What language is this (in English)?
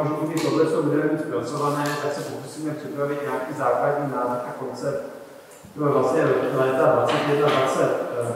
Czech